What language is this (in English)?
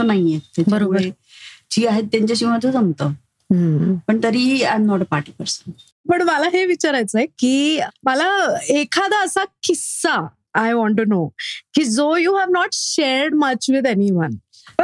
Marathi